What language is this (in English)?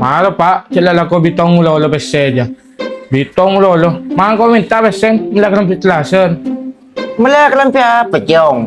Madurese